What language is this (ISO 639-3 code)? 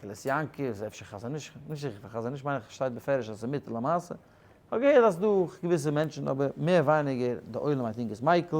yid